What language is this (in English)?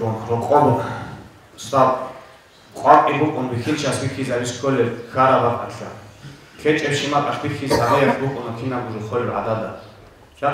Avaric